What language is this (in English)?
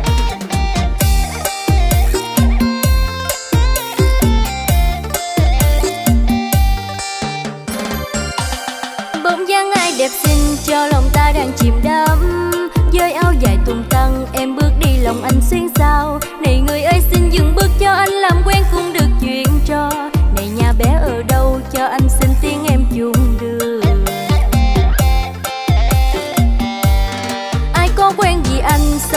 Vietnamese